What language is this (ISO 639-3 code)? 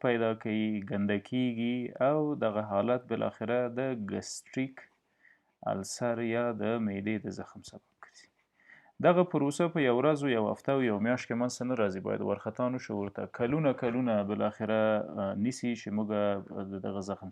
pus